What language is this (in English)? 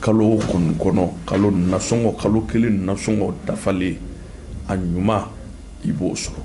Bambara